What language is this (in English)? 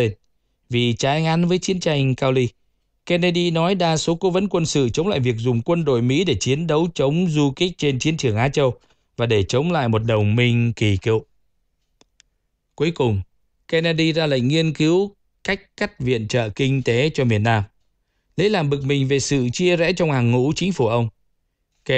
Vietnamese